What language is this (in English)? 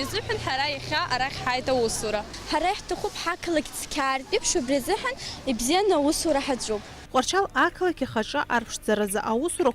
Abkhazian